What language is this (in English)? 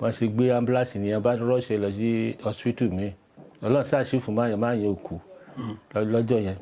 Yoruba